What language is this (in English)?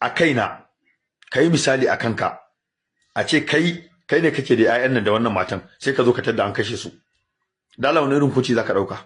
Hausa